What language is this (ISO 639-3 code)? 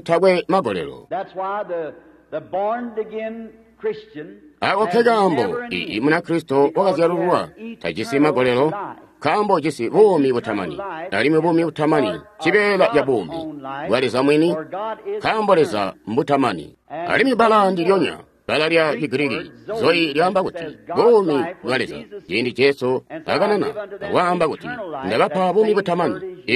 toi